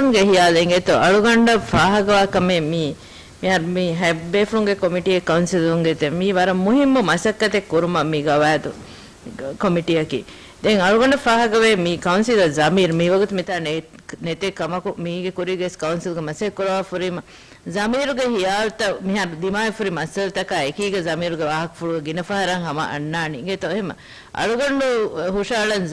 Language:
Divehi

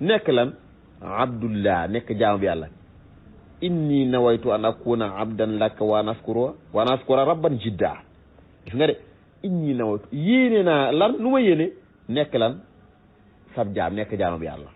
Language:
Wolof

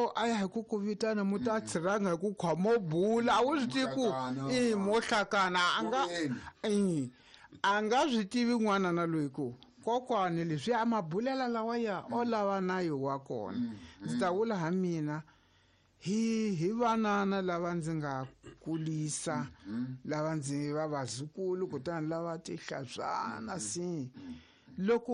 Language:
Tsonga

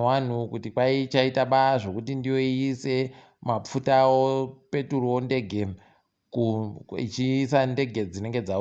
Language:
Ndau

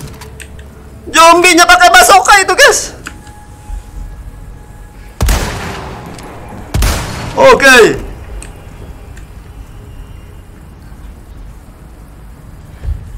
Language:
Indonesian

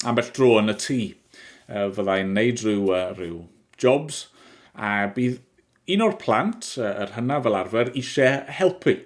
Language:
Welsh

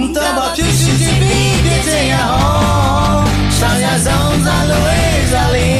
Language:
Akha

